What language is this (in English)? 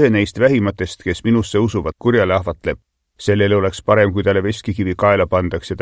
Estonian